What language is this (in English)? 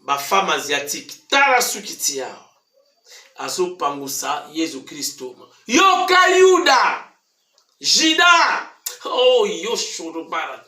Lingala